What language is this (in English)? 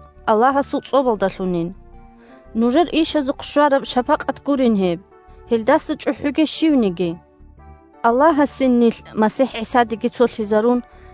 Avaric